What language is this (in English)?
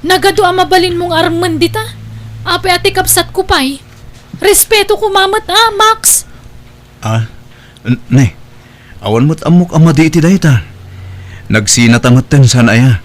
Iloko